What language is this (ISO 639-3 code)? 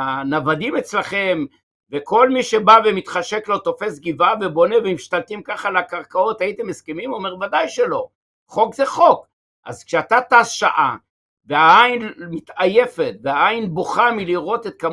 heb